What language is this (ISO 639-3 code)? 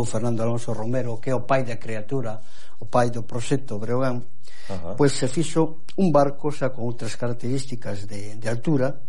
glg